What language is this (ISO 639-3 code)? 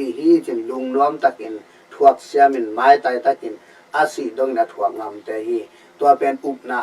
ctd